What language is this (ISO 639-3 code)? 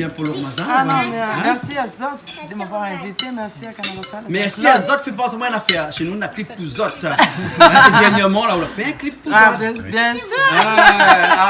rcf